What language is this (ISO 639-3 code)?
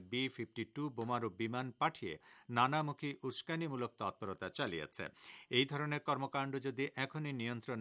ben